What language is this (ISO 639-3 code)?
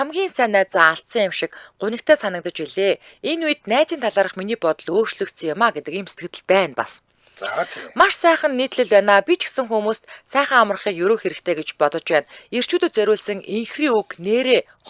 mon